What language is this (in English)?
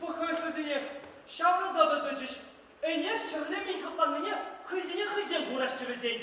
Chuvash